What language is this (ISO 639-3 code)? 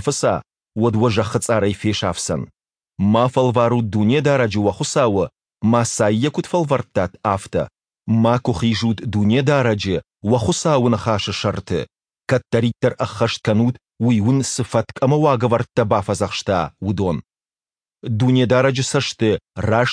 oss